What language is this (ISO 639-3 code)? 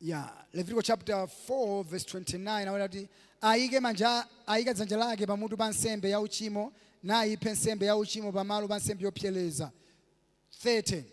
nya